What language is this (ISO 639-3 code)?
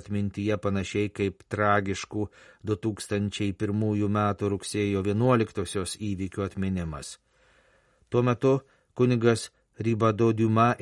lit